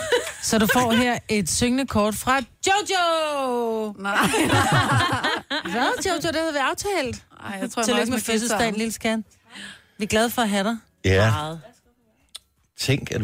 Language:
Danish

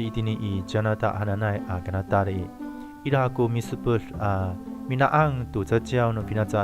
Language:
Amis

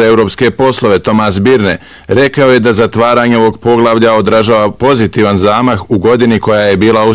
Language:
Bosnian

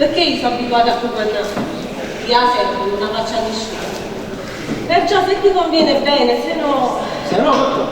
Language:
Neapolitan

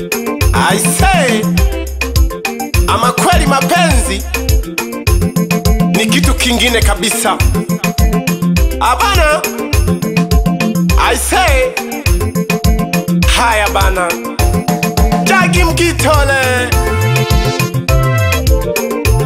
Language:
Swahili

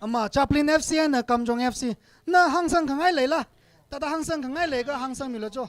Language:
Tangkhul Naga (India)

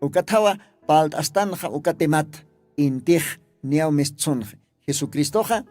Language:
Aymara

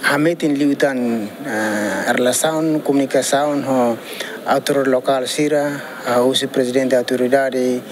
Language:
Tetum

